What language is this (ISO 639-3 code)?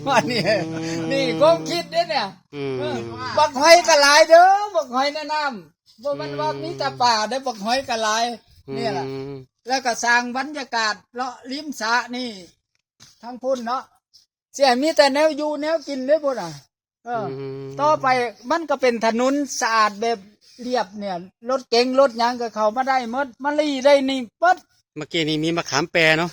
tts